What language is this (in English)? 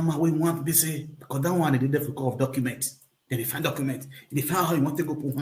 Nigerian Pidgin